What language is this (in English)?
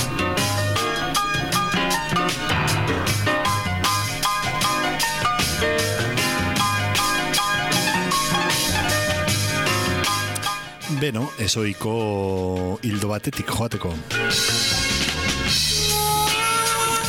Basque